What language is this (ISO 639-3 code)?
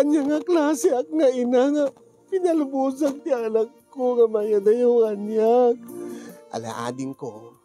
ilo